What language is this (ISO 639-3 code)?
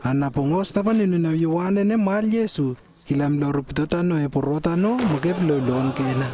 lww